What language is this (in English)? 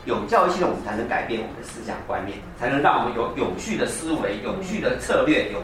Chinese